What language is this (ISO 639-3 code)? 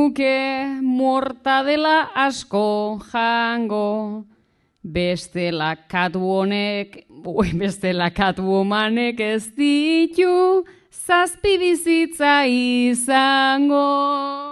eus